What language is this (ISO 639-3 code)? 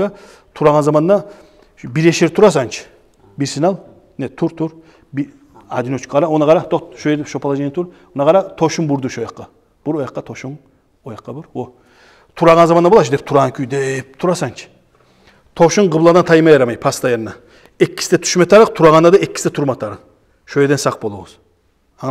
kum